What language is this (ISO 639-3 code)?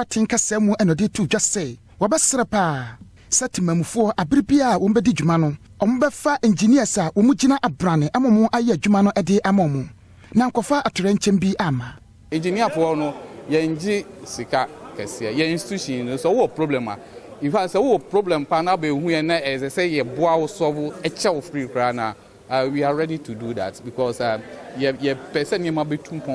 aka